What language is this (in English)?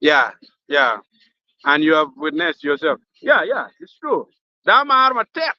Acoli